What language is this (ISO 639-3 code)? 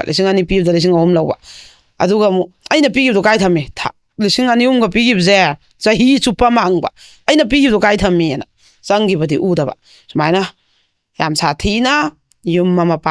mni